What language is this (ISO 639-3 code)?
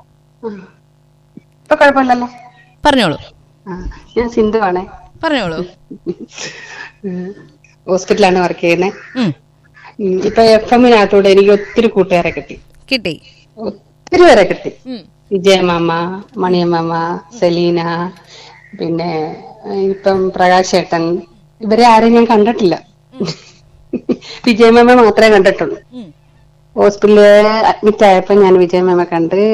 mal